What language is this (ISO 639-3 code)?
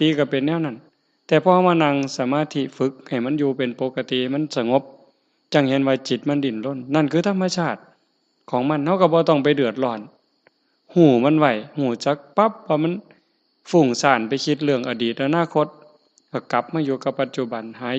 tts